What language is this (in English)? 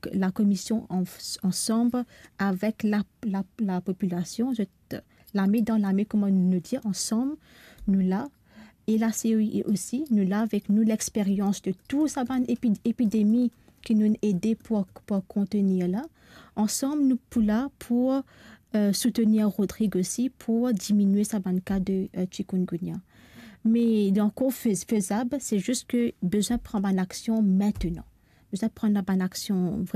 Morisyen